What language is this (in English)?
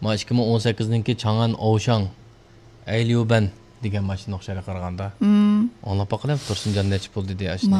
Uyghur